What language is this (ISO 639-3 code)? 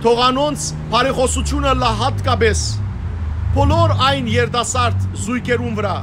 hyw